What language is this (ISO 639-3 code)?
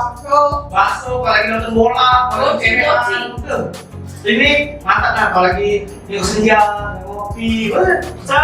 mui